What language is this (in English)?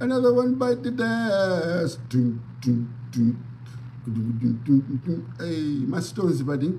Nyanja